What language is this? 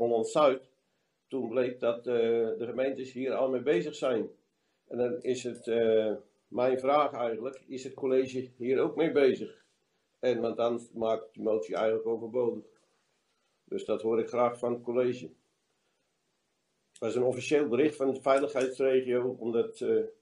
Dutch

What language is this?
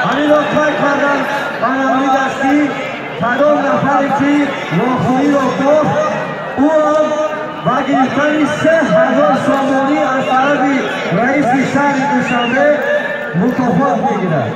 Tajik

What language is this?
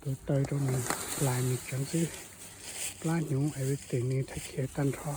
Hmong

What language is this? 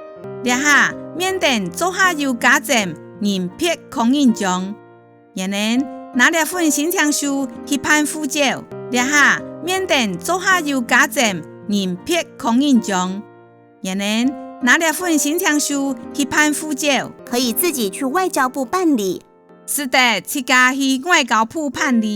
Hakka Chinese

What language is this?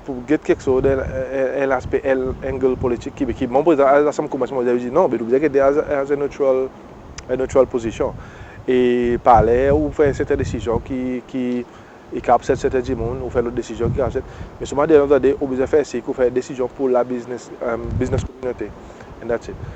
Seselwa Creole French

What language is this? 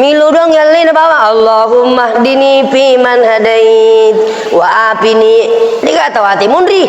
Buginese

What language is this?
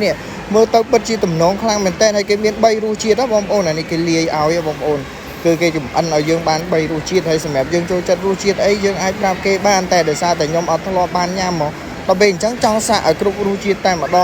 Khmer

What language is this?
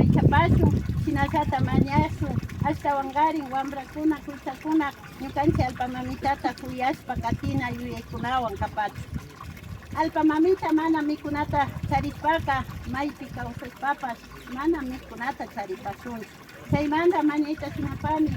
Imbabura Highland Quichua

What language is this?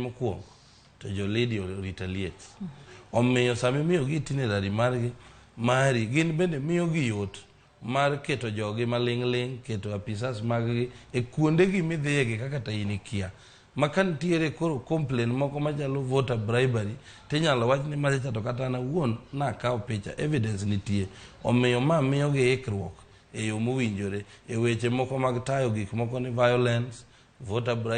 Luo (Kenya and Tanzania)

